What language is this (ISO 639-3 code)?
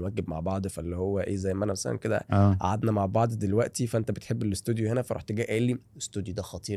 arz